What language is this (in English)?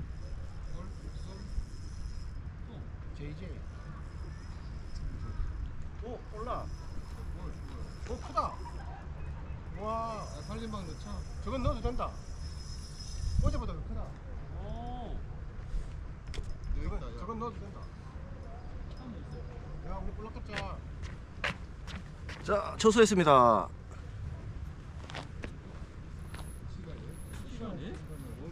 Korean